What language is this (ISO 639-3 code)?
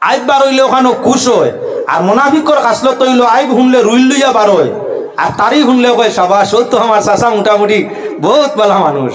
syl